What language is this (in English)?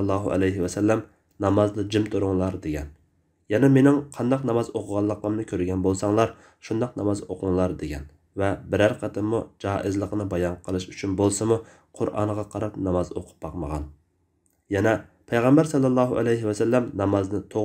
Uyghur